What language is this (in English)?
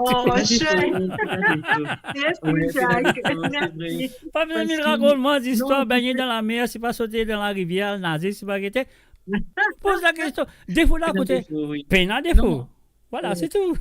Morisyen